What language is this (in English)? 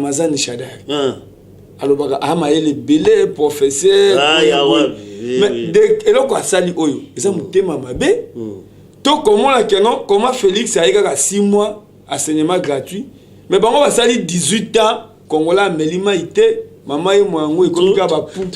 Lingala